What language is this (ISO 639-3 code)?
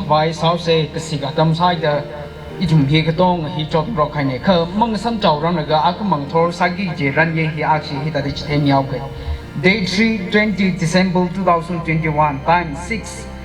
nmf